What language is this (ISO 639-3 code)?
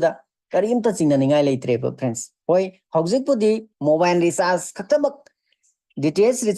mni